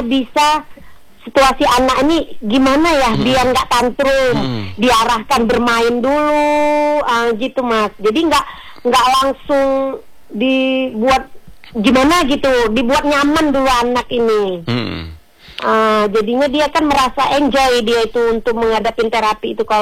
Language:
Indonesian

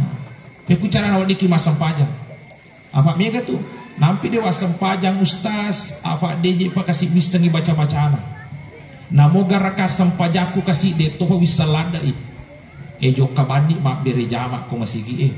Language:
Buginese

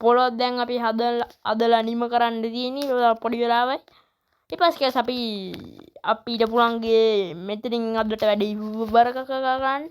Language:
Sinhala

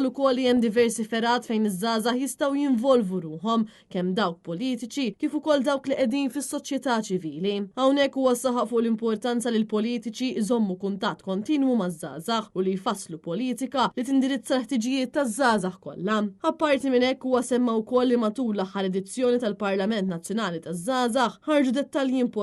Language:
Maltese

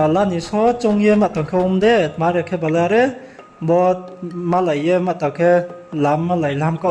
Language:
Riang (India)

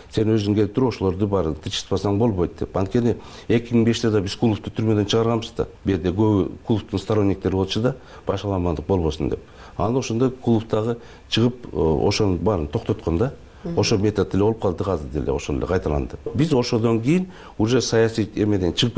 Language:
Kyrgyz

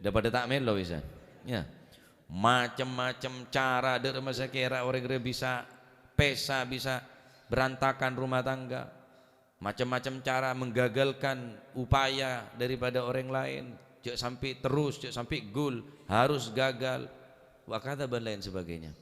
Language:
Madurese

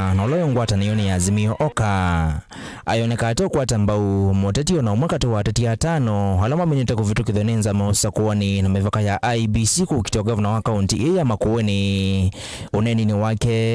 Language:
Kamba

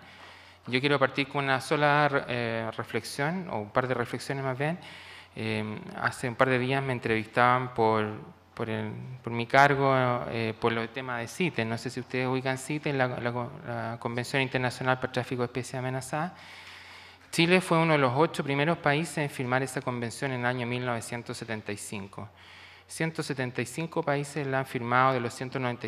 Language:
Spanish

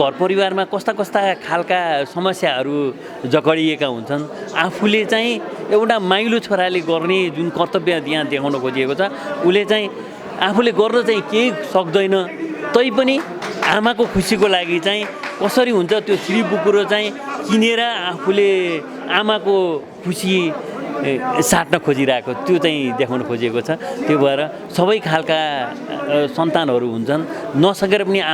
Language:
Nepali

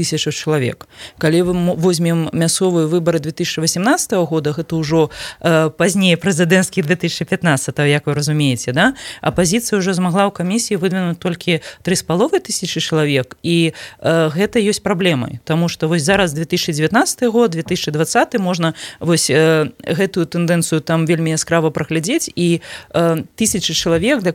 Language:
Belarusian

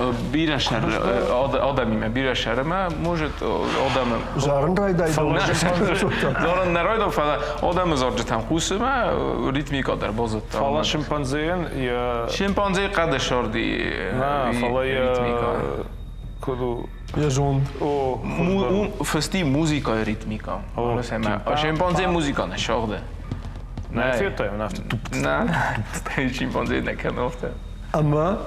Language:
Ossetic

